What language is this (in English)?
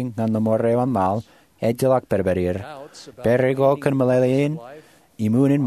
Marshallese